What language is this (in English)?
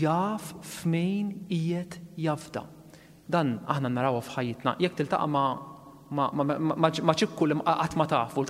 Maltese